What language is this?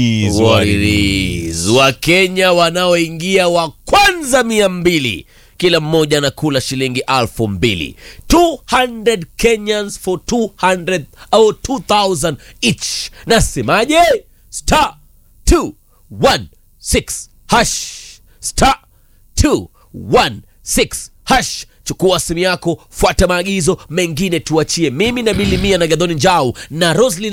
Swahili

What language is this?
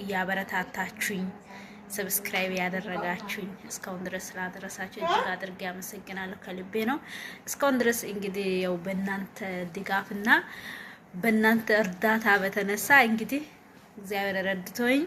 Amharic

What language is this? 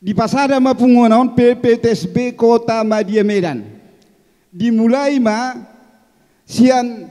Batak Toba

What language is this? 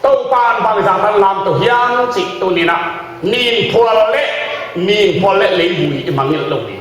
Tedim Chin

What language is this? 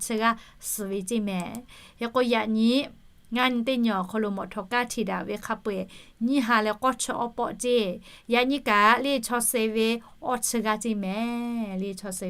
Lahu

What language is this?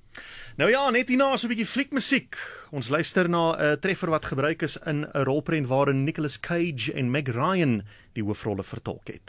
Afrikaans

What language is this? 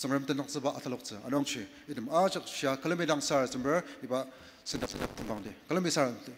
Ao Naga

